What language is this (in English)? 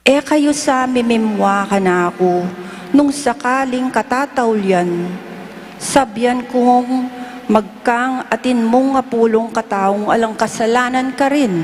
Pampanga